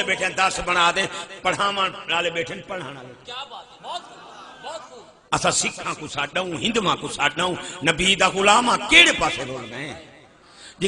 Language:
Saraiki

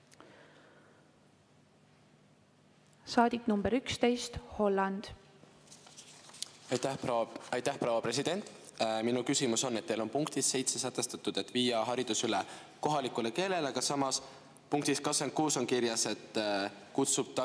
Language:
Estonian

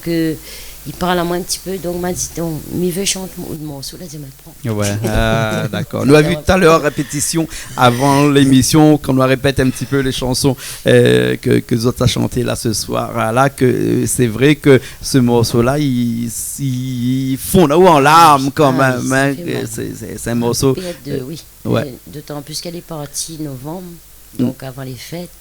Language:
Réunion Creole French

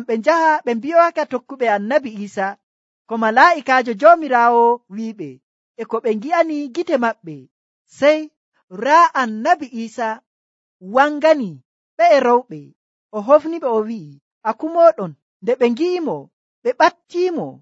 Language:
Nigerian Fulfulde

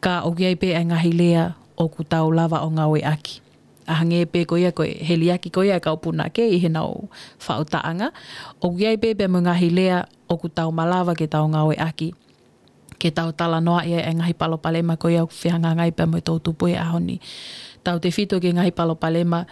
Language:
Tongan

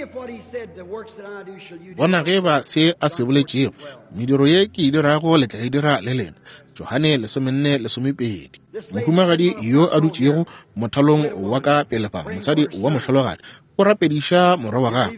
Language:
Northern Sotho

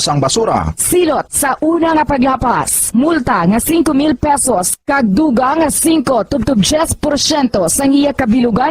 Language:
Hiligaynon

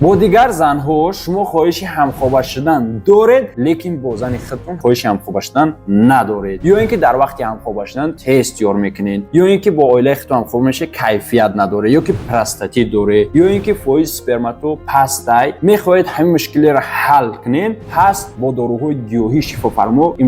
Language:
Tajik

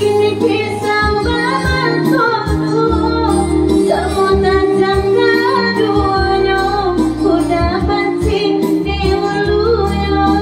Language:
Minangkabau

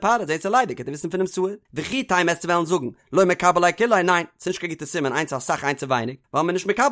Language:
Yiddish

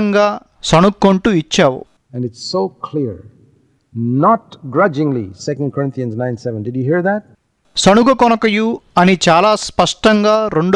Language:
Telugu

